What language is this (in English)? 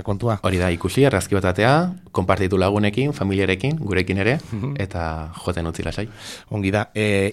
Basque